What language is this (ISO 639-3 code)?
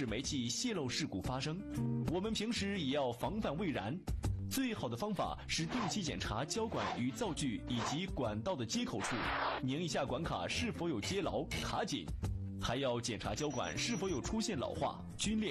zho